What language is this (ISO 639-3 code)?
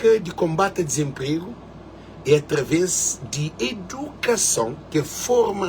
kea